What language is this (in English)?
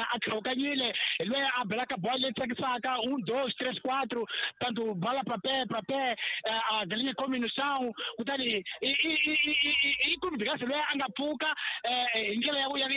Tsonga